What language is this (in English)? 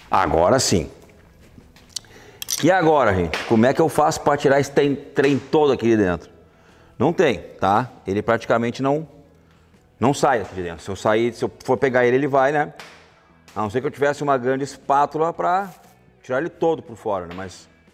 Portuguese